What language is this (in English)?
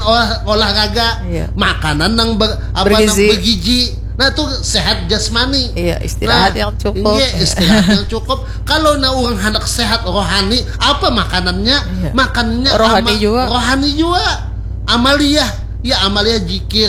Banjar